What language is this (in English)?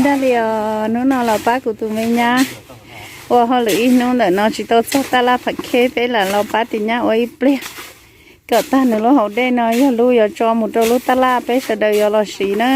Hmong